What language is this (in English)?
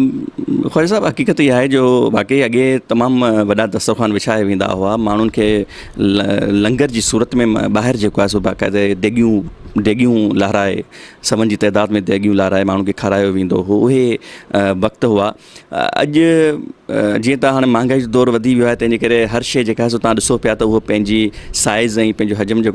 Sindhi